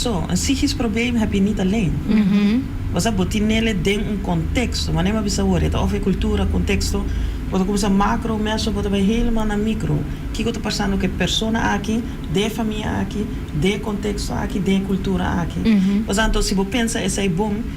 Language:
Papiamento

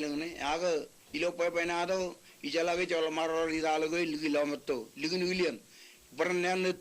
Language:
Marshallese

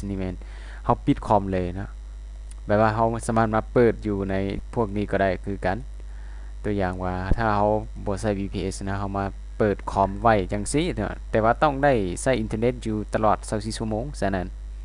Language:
Lao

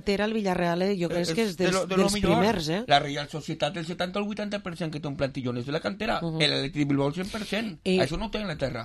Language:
Catalan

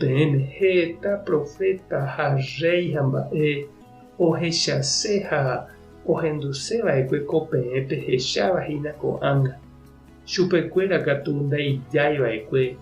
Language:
Guarani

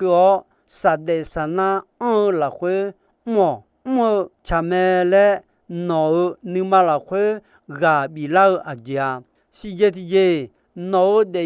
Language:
Akha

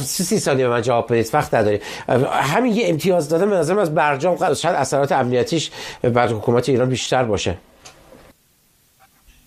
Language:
Persian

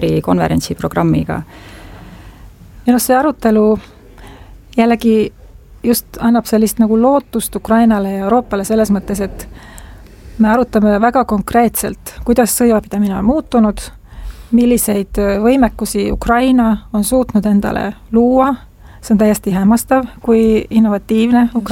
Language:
Estonian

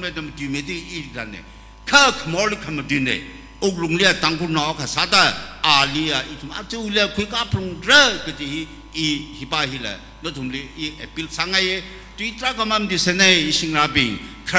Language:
Tangkhul Naga (India)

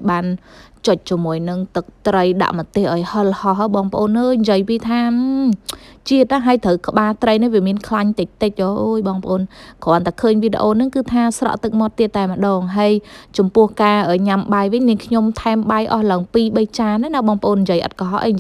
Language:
Khmer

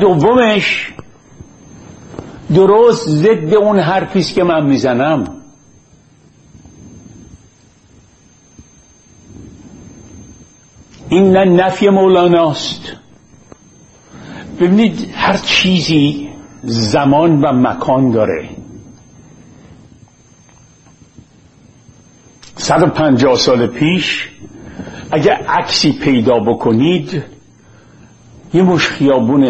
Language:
Persian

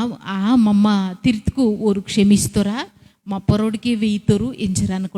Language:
Koya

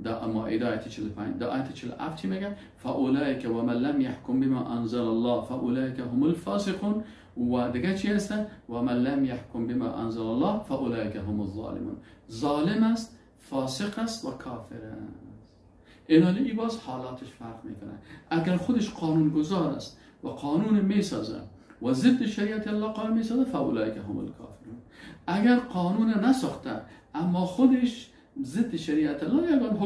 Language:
Persian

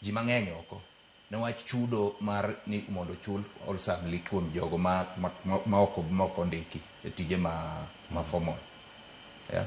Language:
Luo (Kenya and Tanzania)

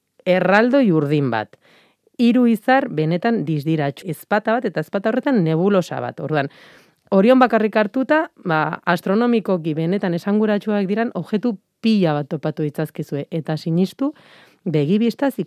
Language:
Basque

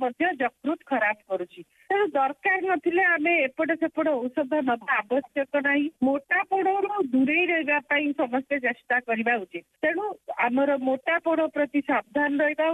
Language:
Odia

